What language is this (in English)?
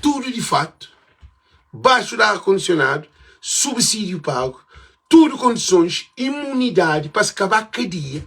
Kabuverdianu